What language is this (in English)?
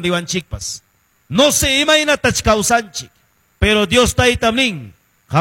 Ayacucho Quechua